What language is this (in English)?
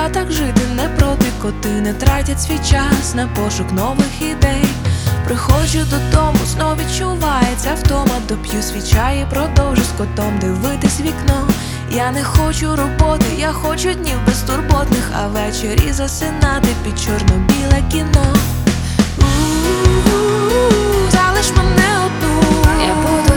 Ukrainian